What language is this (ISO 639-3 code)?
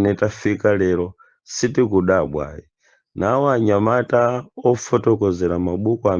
nya